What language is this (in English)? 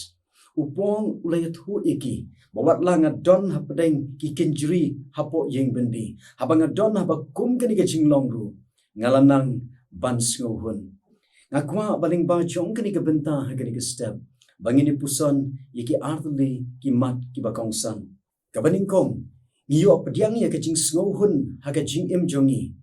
Khasi